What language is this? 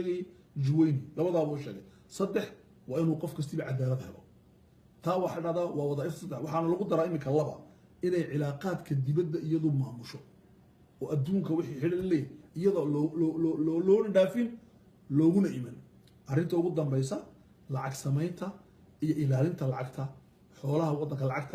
Somali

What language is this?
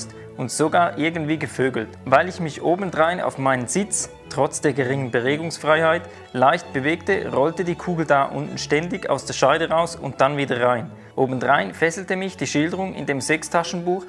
Swiss German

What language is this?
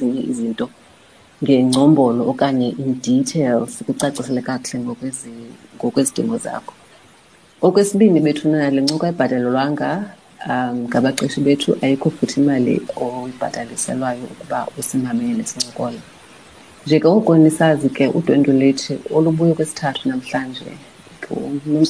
Xhosa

